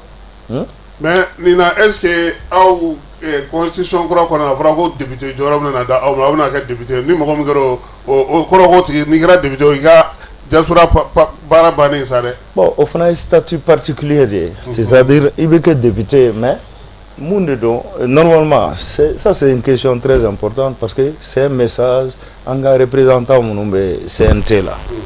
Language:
Bambara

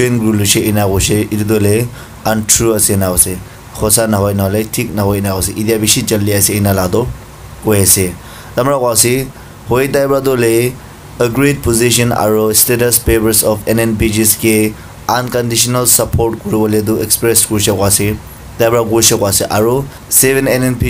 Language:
Naga Pidgin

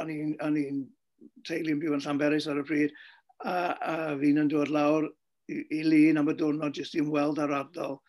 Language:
Welsh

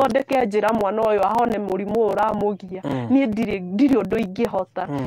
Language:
Kikuyu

